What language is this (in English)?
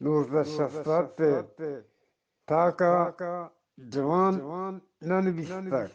Eastern Balochi